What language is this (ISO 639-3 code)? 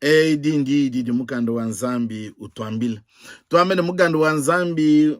lua